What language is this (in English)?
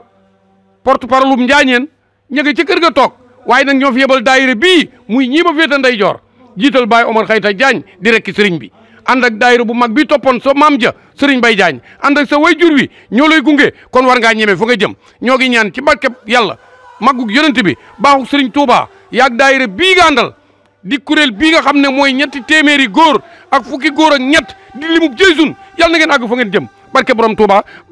Wolof